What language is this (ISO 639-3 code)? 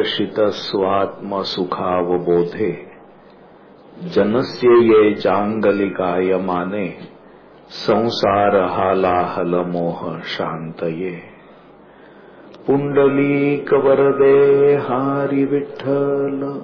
mar